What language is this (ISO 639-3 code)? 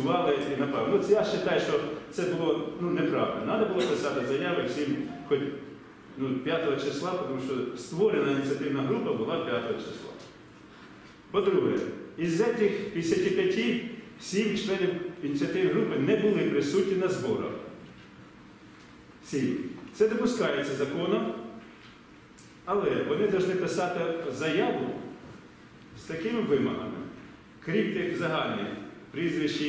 ukr